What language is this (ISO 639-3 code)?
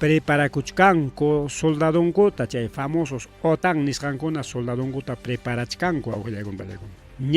quy